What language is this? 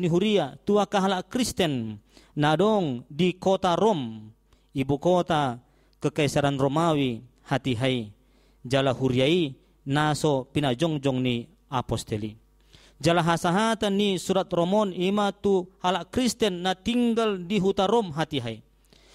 Batak Toba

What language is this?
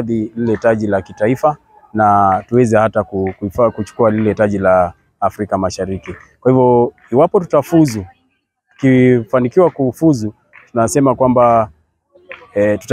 Swahili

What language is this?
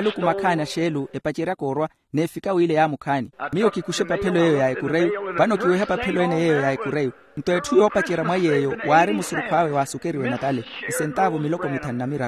Makhuwa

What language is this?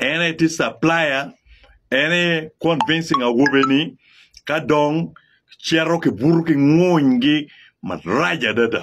Acoli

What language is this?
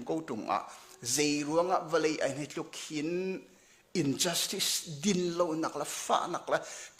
Hakha Chin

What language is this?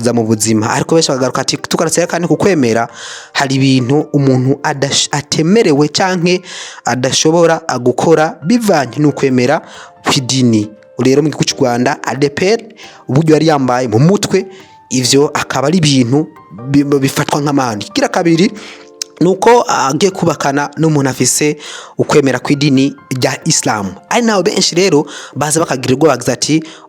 Rundi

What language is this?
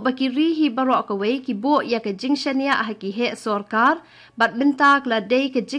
Khasi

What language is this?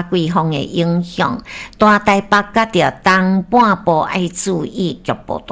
Min Nan Chinese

